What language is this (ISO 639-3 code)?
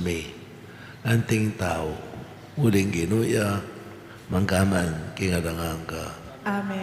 pam